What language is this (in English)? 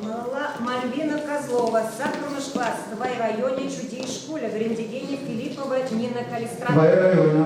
Chuvash